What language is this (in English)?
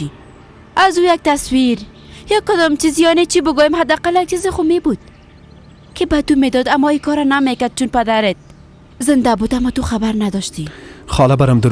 Persian